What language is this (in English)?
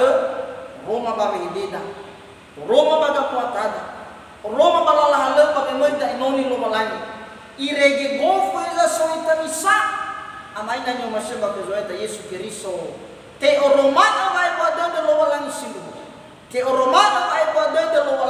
Nias